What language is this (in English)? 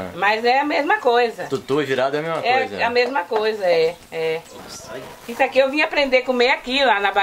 Portuguese